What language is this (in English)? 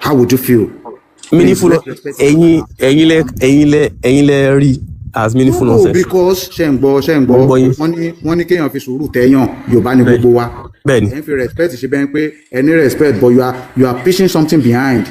Yoruba